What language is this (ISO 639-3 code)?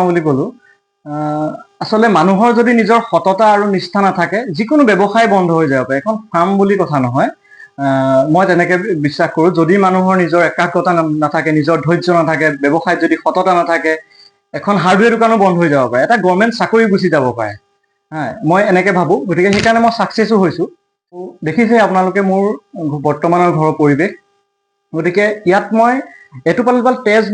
asm